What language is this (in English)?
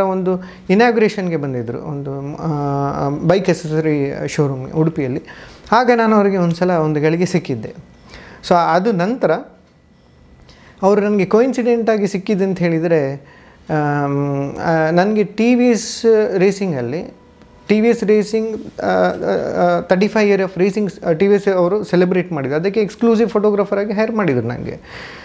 Kannada